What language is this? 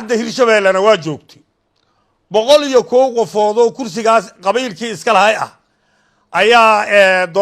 Somali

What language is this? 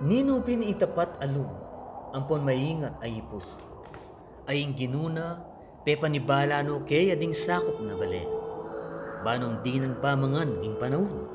Pampanga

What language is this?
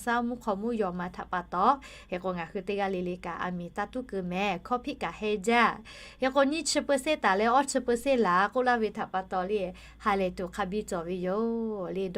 Lahu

